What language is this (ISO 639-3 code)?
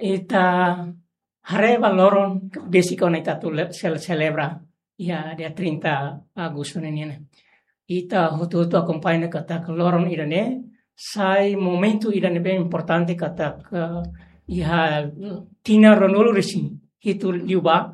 tet